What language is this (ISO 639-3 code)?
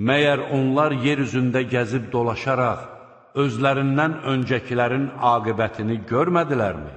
aze